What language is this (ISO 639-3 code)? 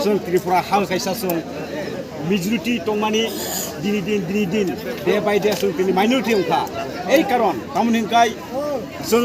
trp